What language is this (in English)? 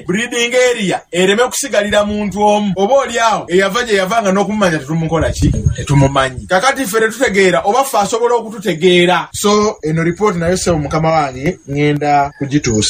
Ganda